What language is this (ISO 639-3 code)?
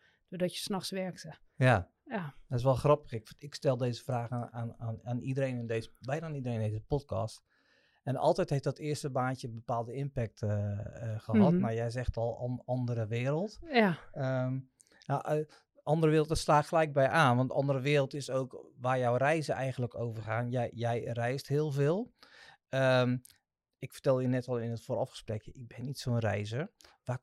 nld